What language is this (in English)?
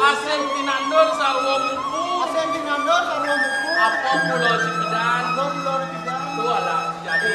Balinese